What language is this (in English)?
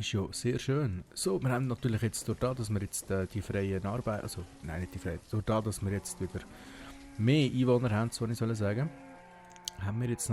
Swiss German